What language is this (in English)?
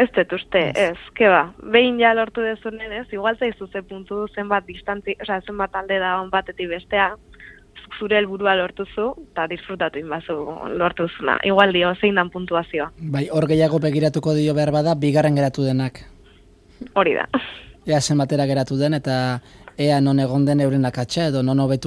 Basque